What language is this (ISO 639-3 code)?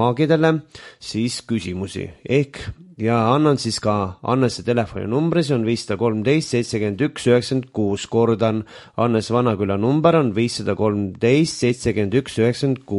est